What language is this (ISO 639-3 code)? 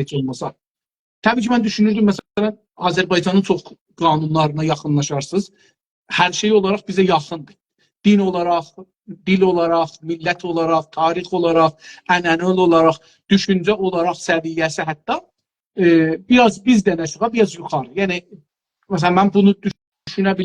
azb